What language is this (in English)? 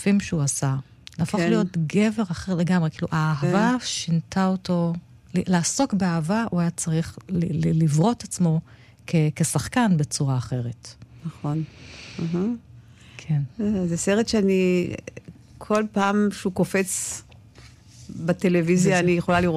Hebrew